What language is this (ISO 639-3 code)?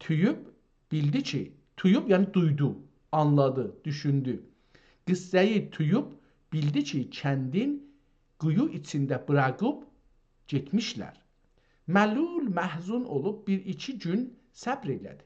azb